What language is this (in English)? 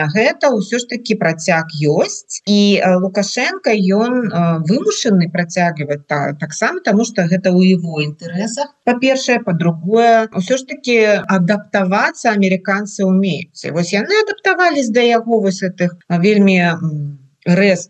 Belarusian